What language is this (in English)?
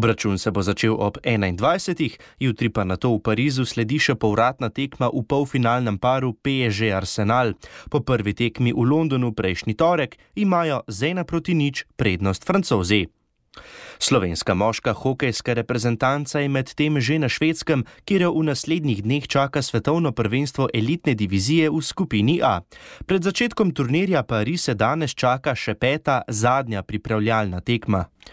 Slovenian